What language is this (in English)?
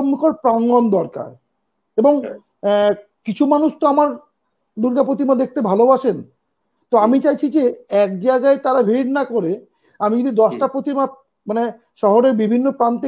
Bangla